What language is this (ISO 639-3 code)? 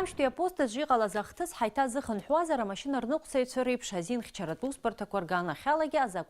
abk